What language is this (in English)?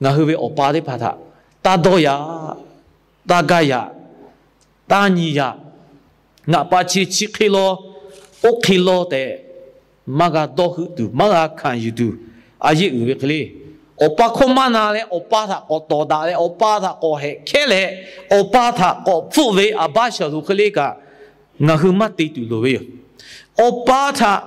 Lahu